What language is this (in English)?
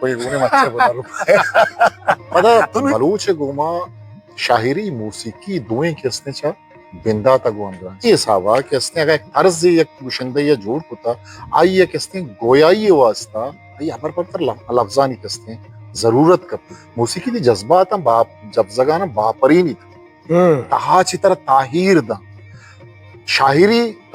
Baluchi